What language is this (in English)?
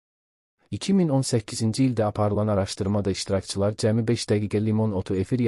Azerbaijani